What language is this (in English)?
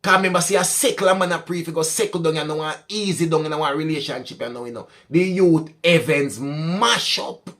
Jamaican Creole English